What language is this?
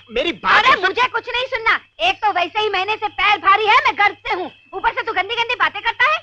Hindi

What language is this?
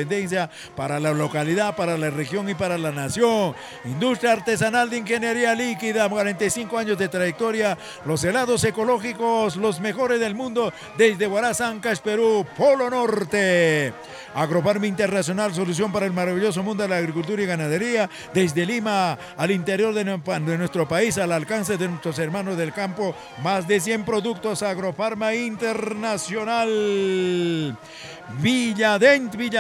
Spanish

